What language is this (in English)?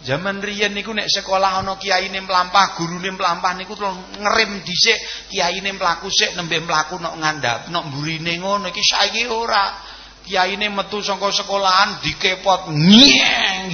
Javanese